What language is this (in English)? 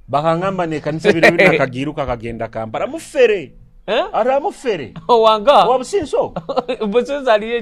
Nyoro